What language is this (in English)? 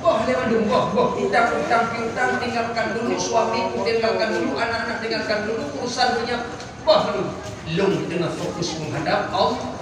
Achinese